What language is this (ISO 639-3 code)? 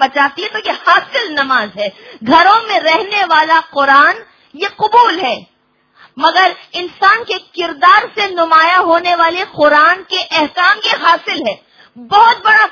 urd